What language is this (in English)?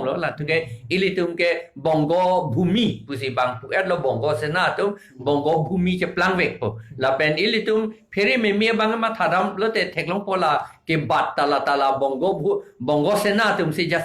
Karbi